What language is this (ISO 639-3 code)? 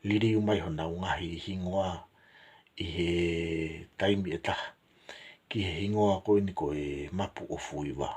ton